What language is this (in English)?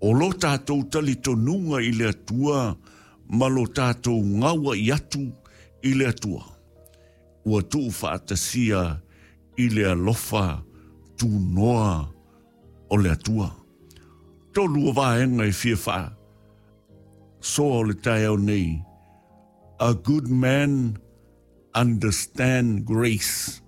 Samoan